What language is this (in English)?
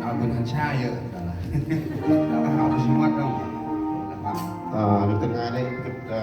Central Mnong